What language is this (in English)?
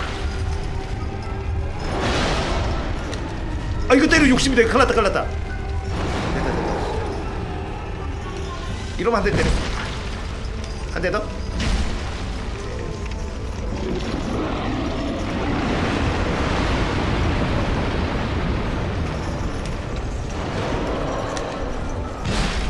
Korean